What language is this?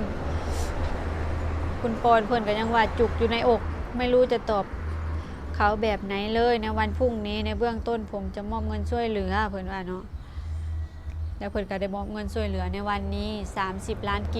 Lao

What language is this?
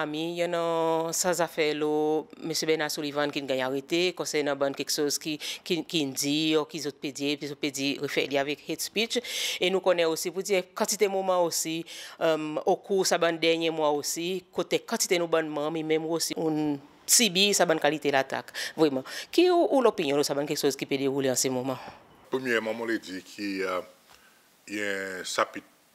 Seselwa Creole French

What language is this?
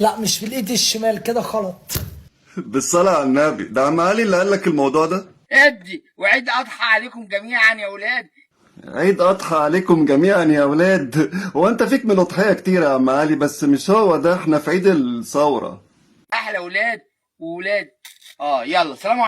Egyptian Arabic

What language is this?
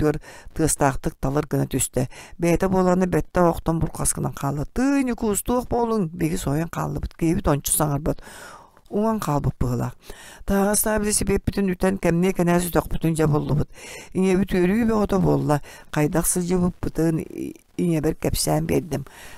Yakut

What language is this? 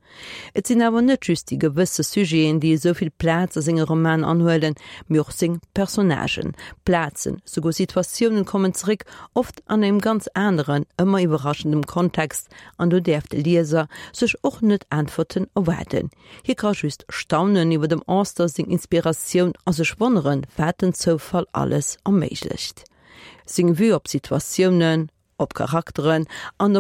Luxembourgish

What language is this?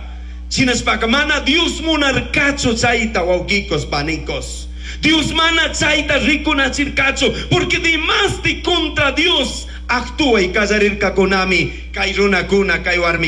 Chimborazo Highland Quichua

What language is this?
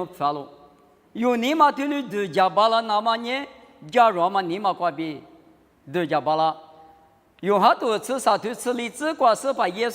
Lisu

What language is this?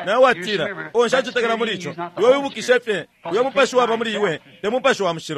Bemba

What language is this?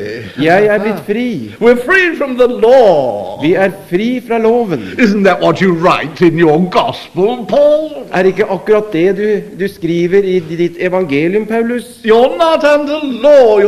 Norwegian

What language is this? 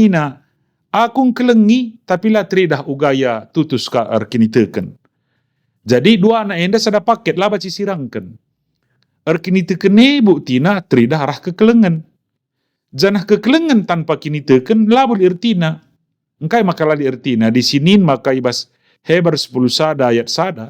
Batak Karo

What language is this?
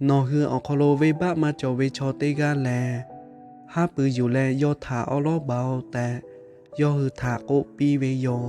Lahu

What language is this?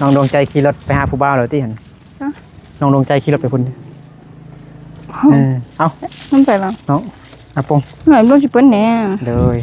Lao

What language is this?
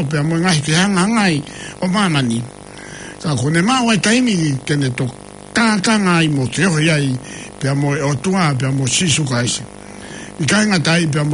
Tongan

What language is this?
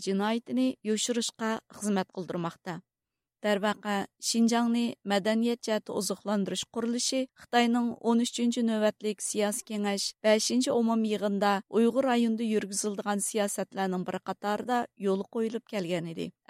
Uyghur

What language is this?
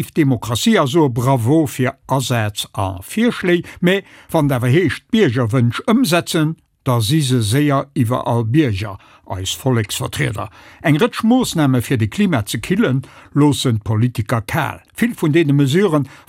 Luxembourgish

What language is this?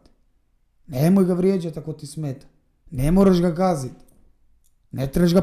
Croatian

